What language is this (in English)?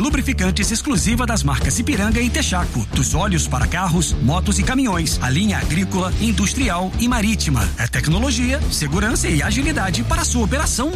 Portuguese